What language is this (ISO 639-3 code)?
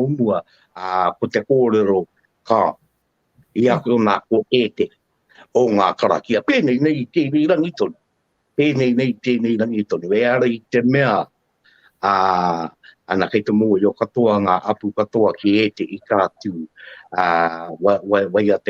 mri